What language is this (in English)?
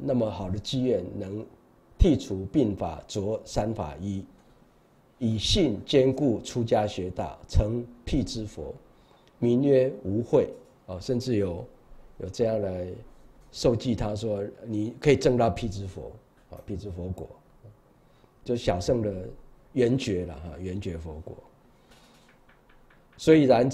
Chinese